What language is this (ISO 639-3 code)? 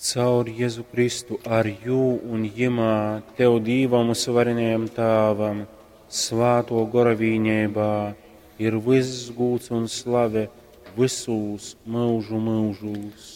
ltg